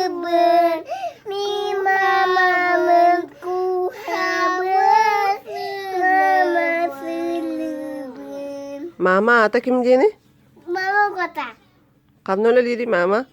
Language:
Yakut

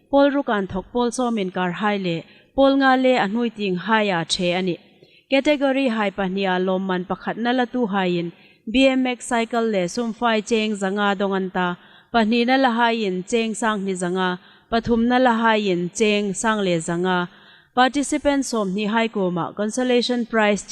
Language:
Hmar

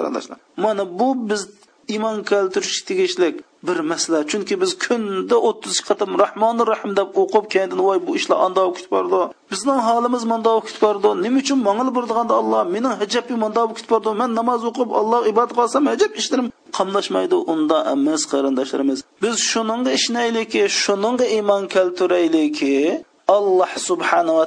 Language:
Uyghur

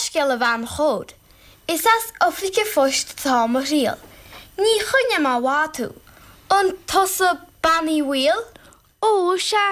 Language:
Irish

